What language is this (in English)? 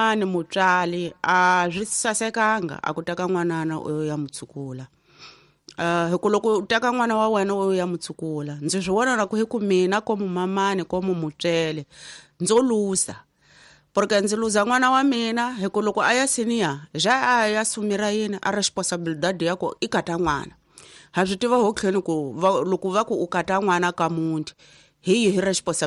Tsonga